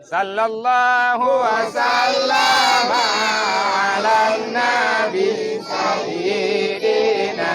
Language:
Achinese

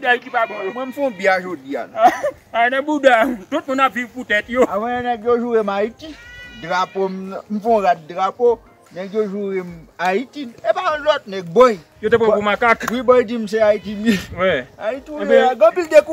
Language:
Haitian Creole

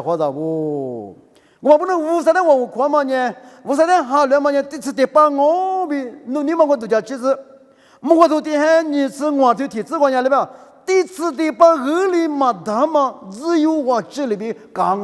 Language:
Lisu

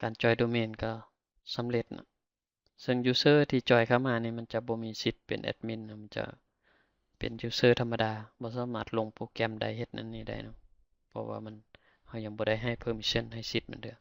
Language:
Lao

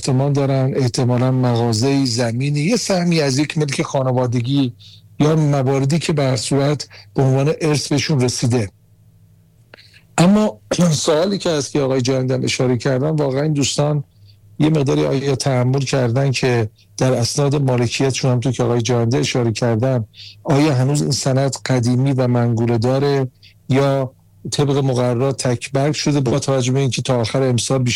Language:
Persian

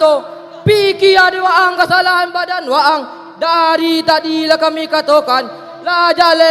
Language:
Minangkabau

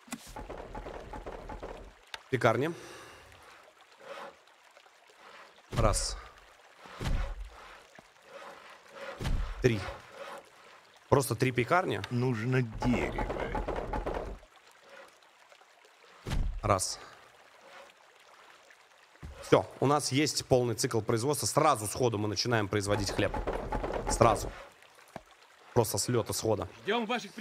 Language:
Russian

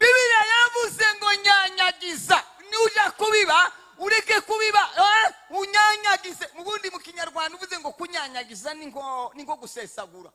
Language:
Kinyarwanda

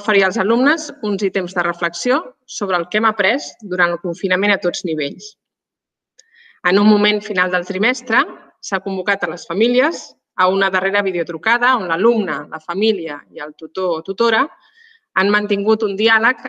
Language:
Catalan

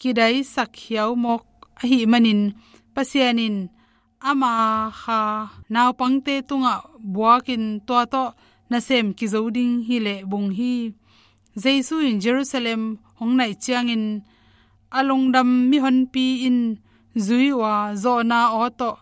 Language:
Tedim Chin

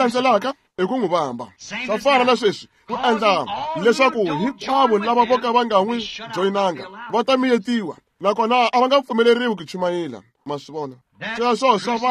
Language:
Tsonga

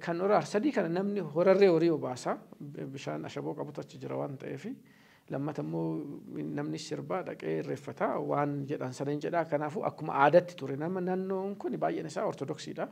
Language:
Oromo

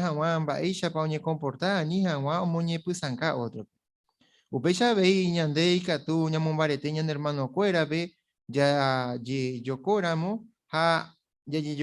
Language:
Guarani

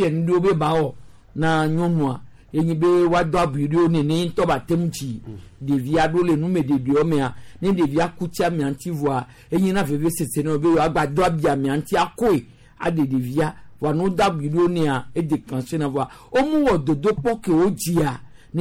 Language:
Gen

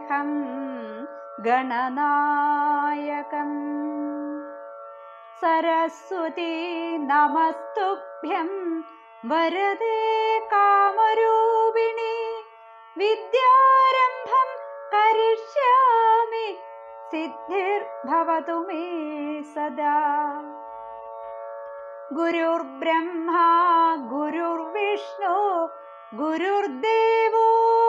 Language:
Malayalam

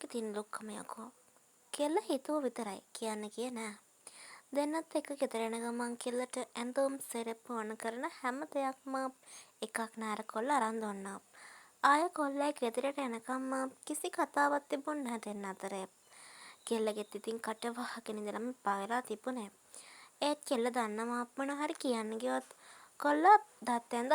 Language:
Sinhala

